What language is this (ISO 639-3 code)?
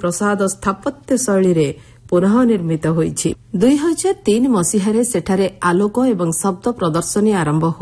ori